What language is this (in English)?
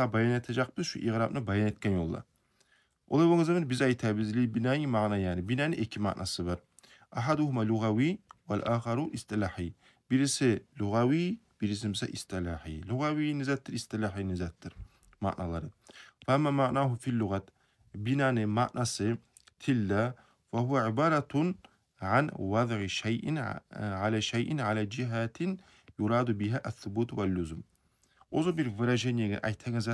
Kumyk